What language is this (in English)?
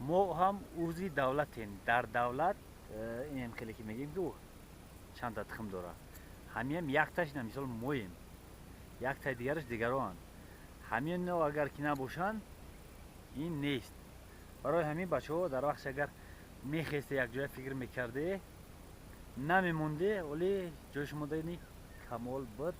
Tajik